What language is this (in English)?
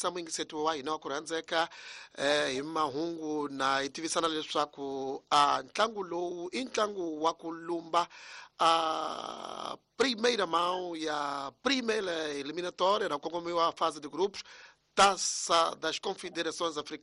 Tsonga